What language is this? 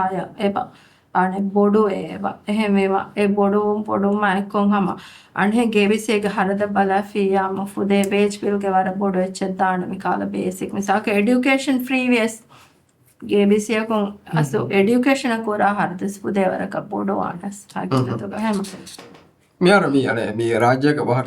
Divehi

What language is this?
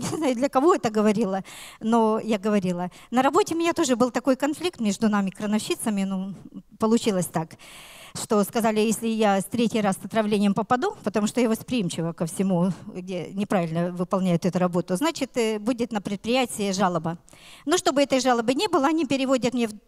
Russian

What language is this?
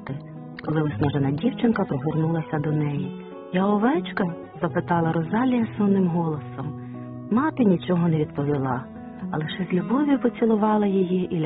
Ukrainian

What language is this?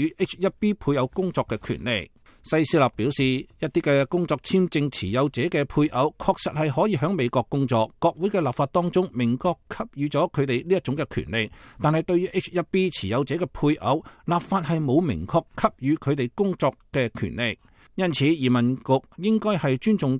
Cantonese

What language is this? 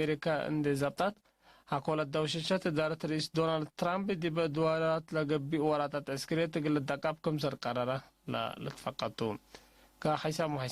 Tigre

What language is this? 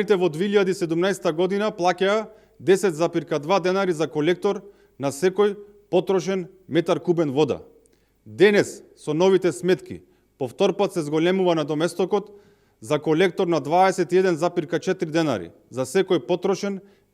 Macedonian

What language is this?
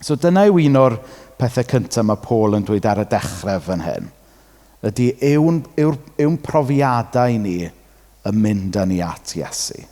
Welsh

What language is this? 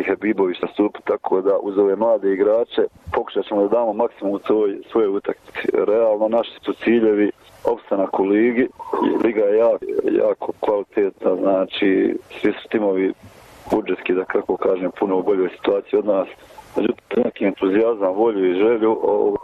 Bosnian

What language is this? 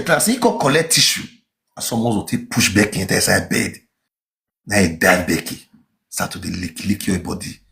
Nigerian Pidgin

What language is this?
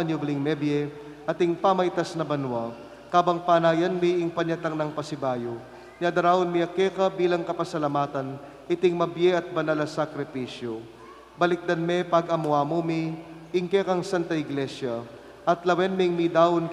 Pampanga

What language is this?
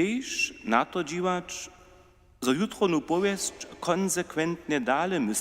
Upper Sorbian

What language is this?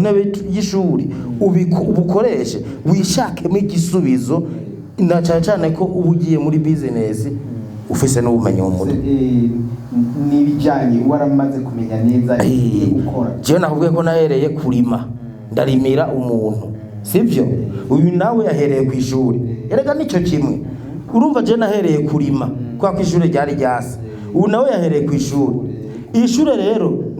Rundi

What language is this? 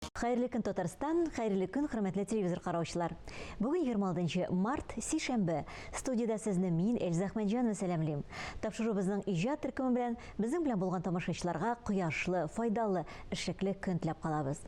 Tatar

